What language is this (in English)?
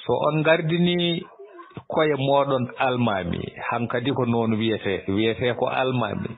Fula